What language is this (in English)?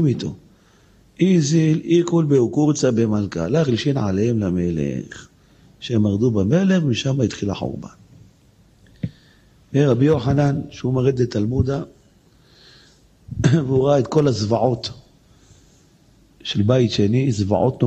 Hebrew